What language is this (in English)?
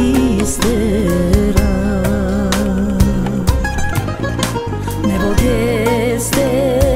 Bulgarian